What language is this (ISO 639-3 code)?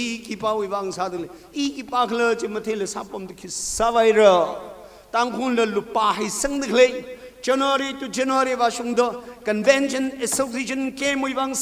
nmf